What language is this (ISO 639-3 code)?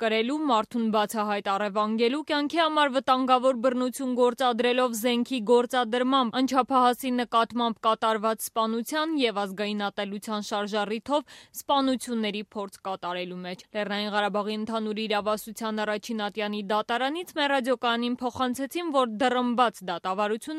hye